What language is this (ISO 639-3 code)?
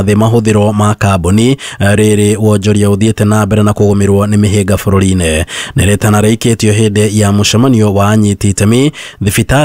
kik